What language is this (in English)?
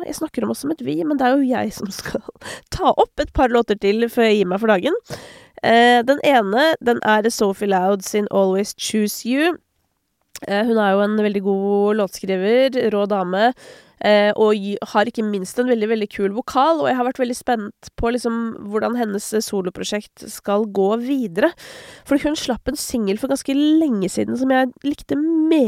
Norwegian